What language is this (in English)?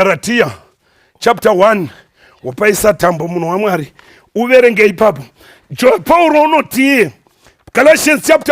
Shona